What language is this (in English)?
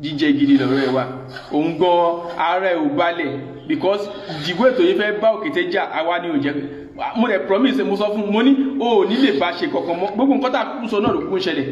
Yoruba